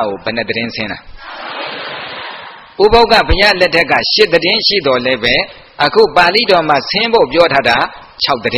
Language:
Burmese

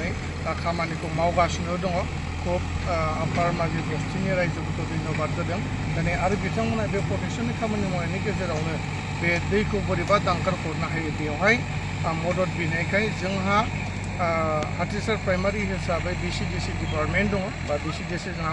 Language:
Bodo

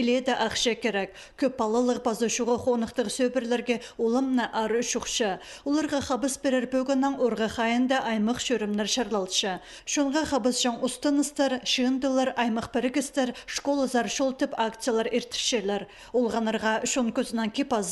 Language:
Khakas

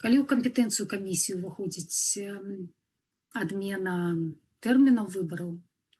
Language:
Belarusian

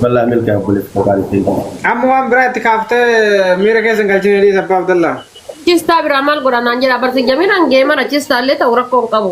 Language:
Oromo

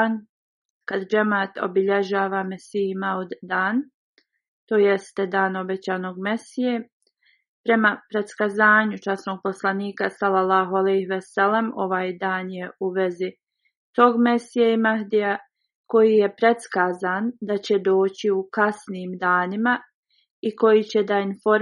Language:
Bosnian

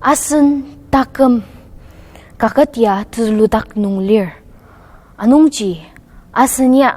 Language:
Ao Naga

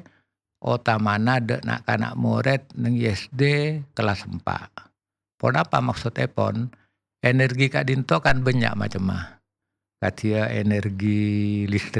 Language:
Madurese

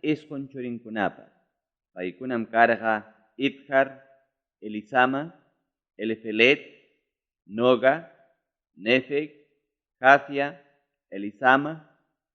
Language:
Ayacucho Quechua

